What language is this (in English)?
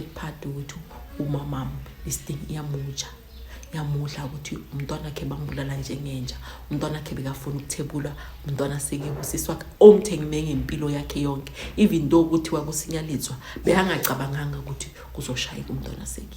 Zulu